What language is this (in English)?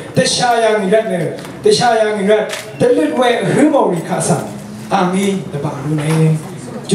Rawang